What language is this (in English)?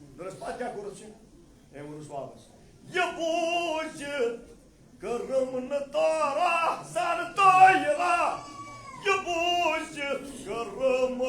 Kashmiri